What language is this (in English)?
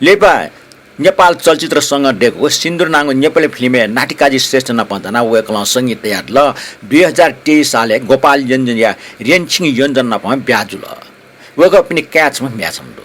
Newari